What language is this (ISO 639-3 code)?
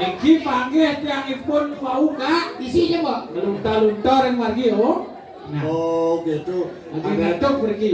ban